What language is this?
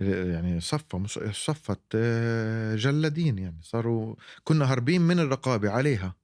North Levantine Arabic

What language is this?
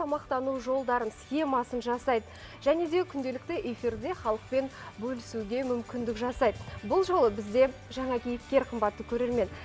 Kazakh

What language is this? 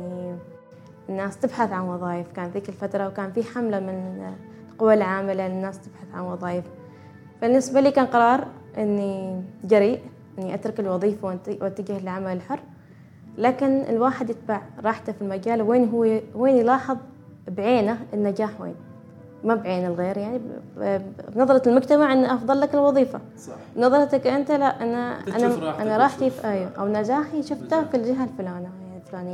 Gulf Arabic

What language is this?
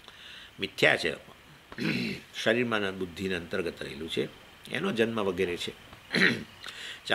Gujarati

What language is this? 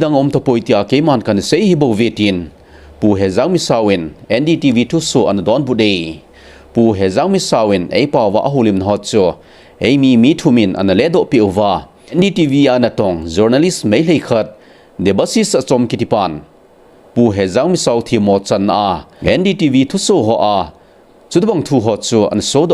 Thado Chin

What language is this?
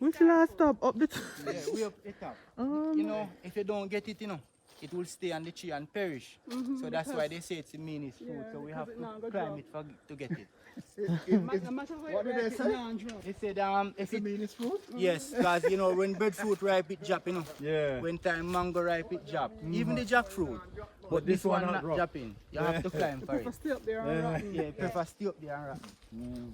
Jamaican Creole English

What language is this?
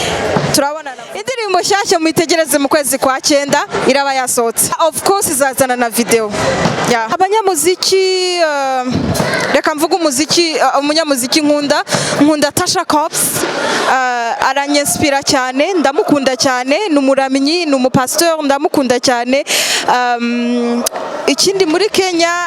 Kinyarwanda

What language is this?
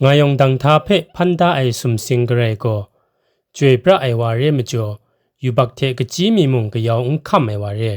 Kachin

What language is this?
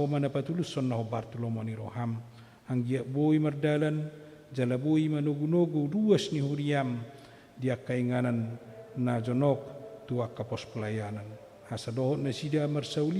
Batak Toba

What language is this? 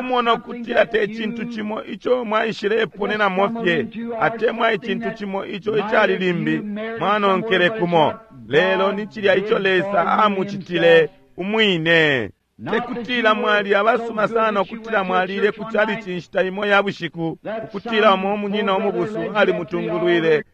Bemba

